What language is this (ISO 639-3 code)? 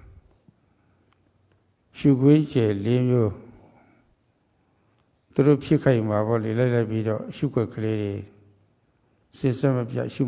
mya